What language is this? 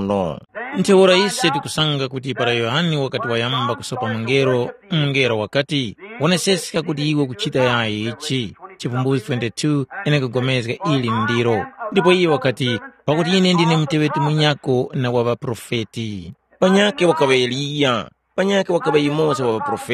Tumbuka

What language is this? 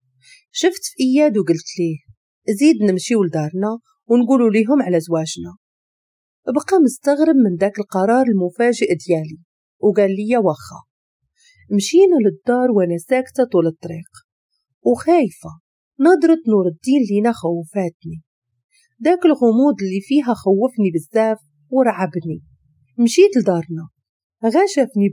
Moroccan Arabic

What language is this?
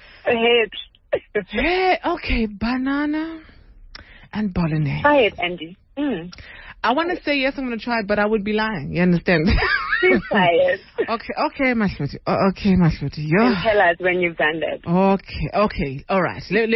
English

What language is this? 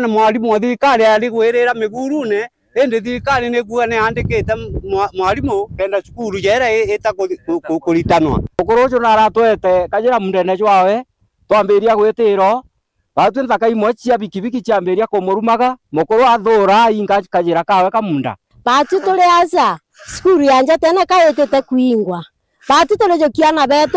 Meru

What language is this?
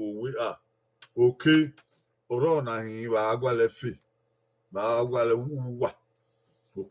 Bini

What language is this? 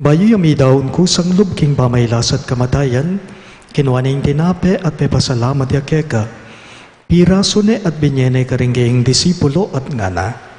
Pampanga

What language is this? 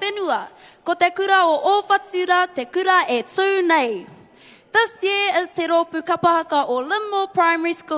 Māori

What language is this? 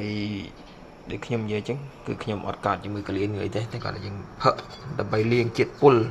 Khmer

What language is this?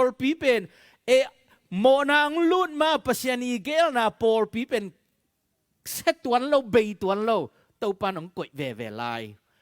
Tedim Chin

